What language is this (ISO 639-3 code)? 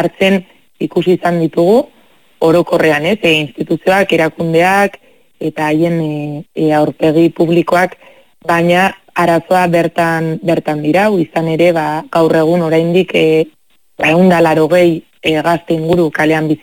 eus